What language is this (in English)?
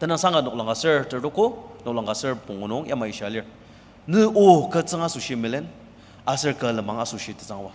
Ao Naga